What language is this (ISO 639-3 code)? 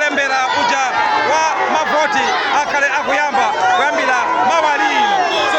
nya